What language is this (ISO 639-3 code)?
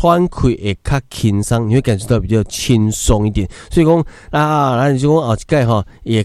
nan